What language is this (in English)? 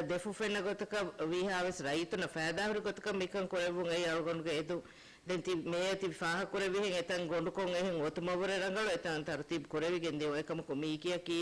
Divehi